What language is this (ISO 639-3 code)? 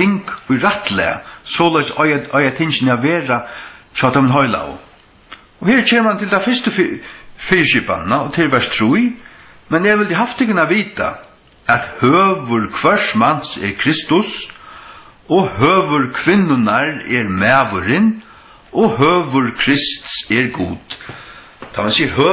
fao